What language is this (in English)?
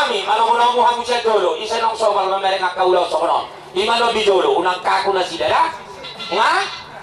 Batak Toba